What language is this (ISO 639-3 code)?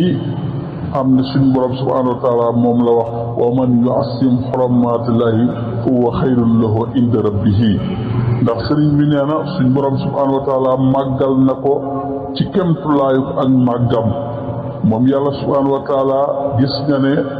wol